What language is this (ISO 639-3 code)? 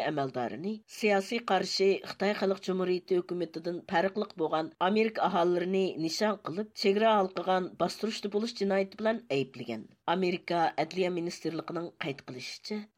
uig